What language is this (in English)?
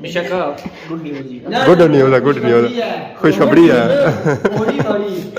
Pahari-Potwari